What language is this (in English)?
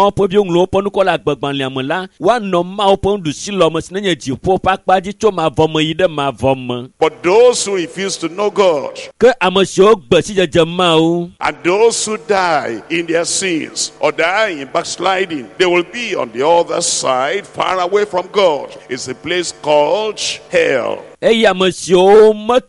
Ewe